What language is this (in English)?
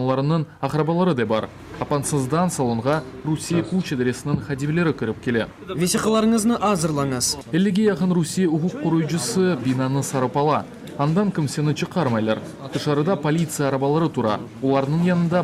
Crimean Tatar